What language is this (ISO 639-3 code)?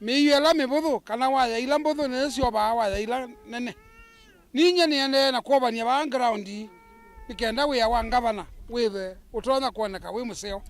kam